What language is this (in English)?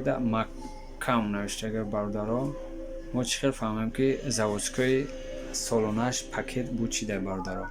Tajik